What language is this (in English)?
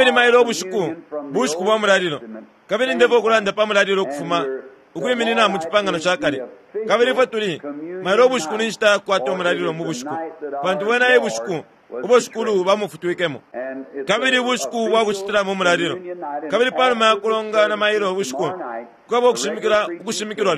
Bemba